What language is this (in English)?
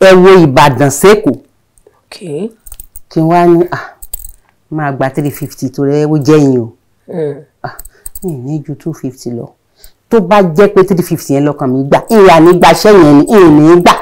Yoruba